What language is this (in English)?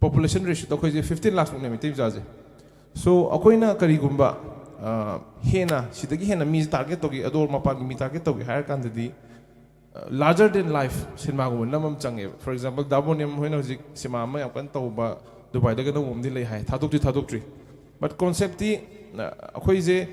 Manipuri